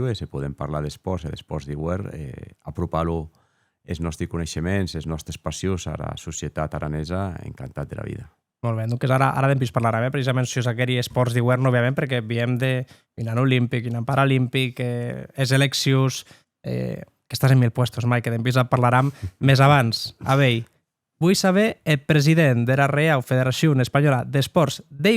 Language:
Occitan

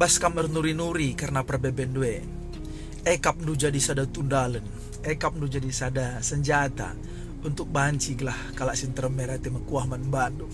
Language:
Batak Karo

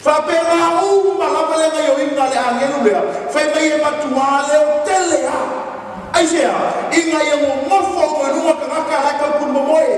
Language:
Samoan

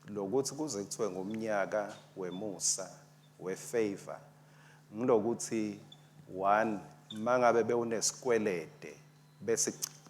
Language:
Swati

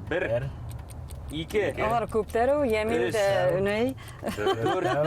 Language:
Bashkir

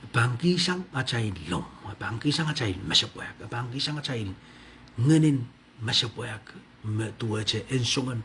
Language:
Pohnpeian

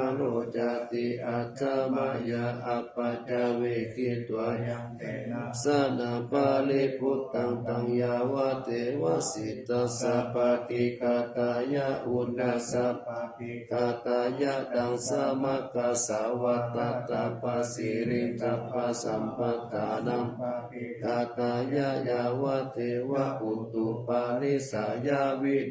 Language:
Pali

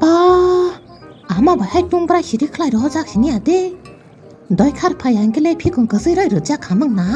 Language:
Kok Borok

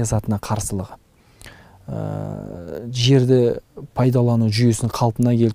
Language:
Kazakh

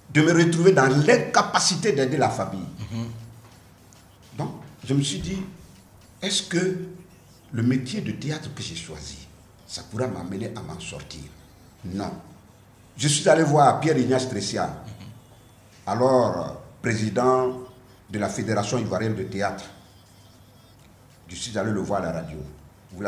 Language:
French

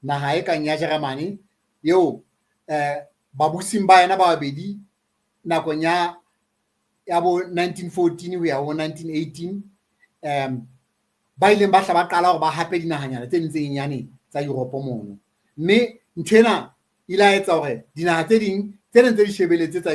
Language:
Southern Sotho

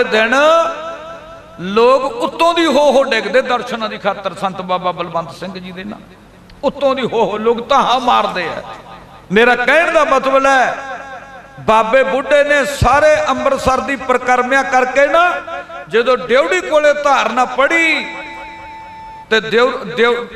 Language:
Punjabi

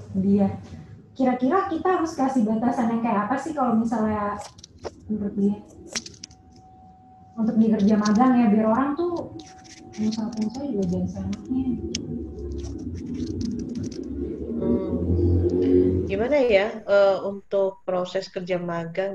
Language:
Indonesian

